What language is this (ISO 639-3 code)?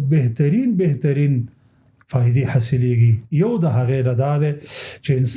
pus